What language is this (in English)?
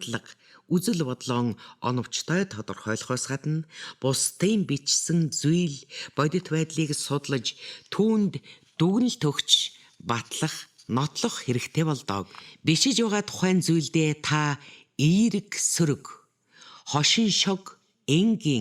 Mongolian